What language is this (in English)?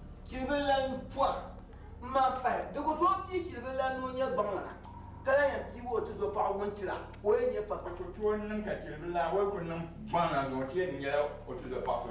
Dagbani